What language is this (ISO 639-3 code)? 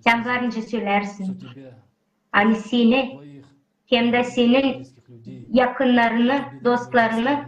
gag